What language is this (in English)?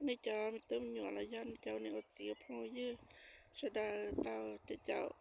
Hmong